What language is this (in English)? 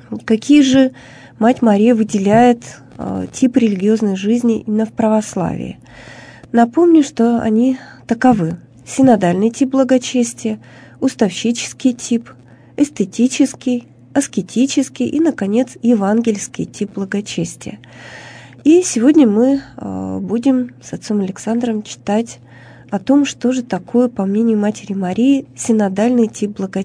Russian